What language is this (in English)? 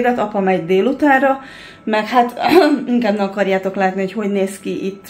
Hungarian